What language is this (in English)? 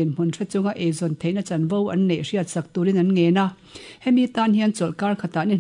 Mizo